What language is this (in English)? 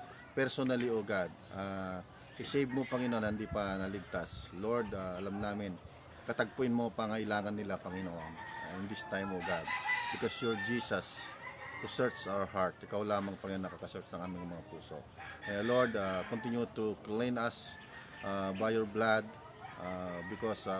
Filipino